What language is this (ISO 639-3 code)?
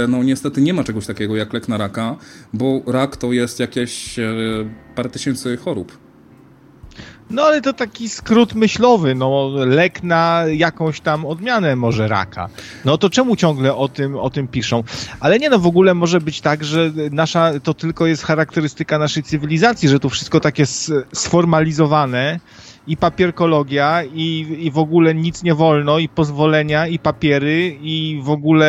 pol